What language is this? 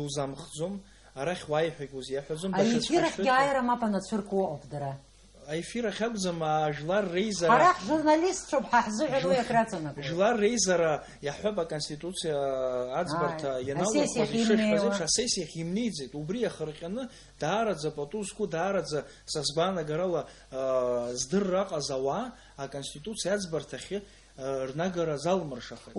Abkhazian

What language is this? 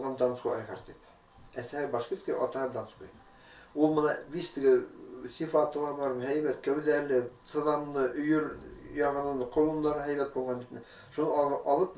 Bashkir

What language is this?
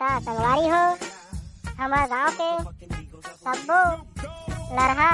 Chhattisgarhi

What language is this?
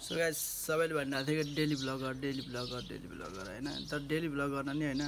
Nepali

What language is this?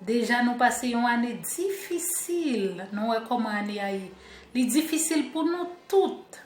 Haitian Creole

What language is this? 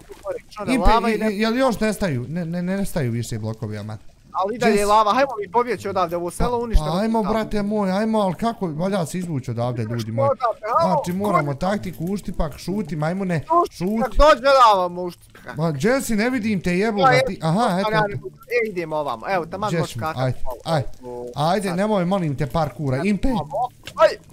Bosnian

